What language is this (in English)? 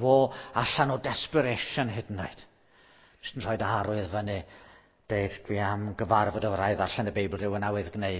Welsh